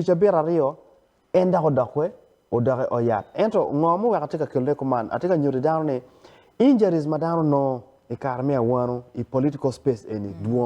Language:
Acoli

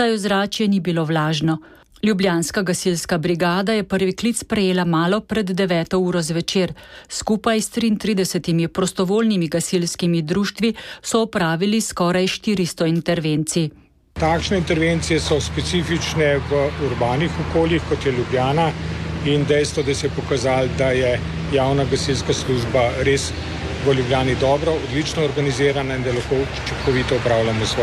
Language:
Slovenian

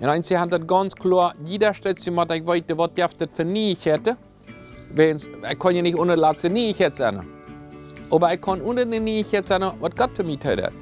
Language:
Plautdietsch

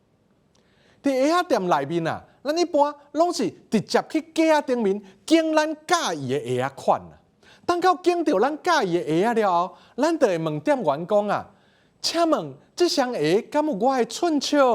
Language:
Min Nan Chinese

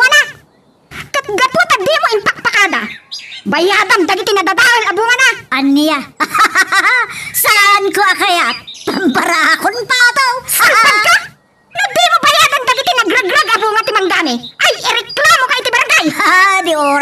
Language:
Iloko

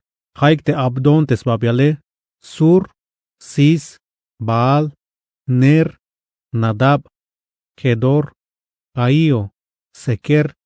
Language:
Tzeltal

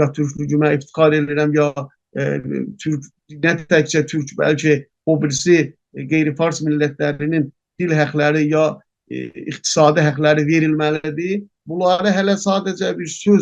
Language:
South Azerbaijani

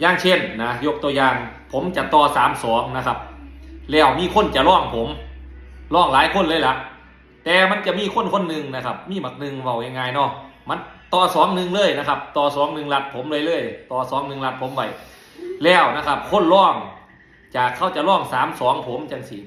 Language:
Northeastern Thai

